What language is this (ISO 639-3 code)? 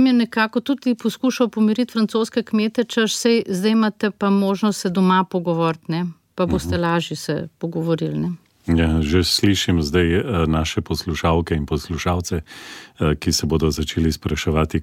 slv